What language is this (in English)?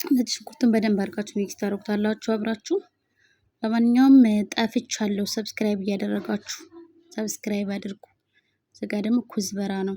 Amharic